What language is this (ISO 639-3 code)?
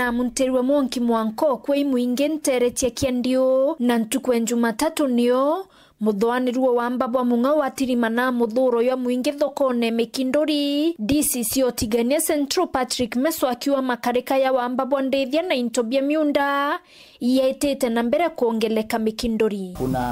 mer